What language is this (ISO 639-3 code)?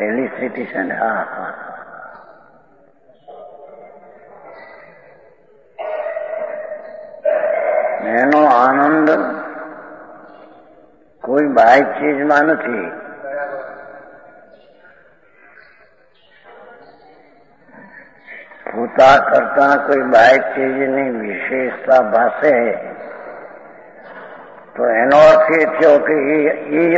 guj